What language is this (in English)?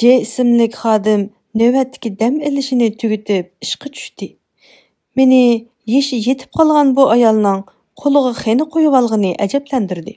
Uyghur